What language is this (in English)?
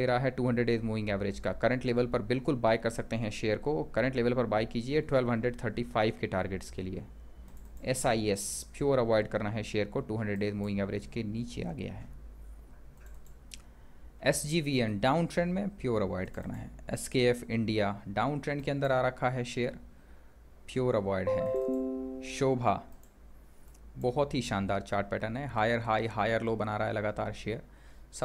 Hindi